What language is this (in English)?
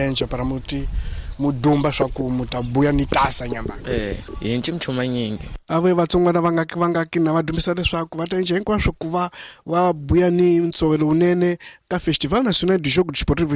Tsonga